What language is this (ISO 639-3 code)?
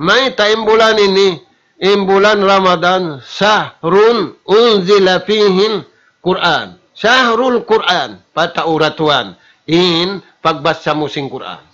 tsg